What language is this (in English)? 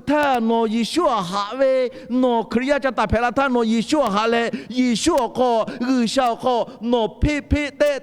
Lahu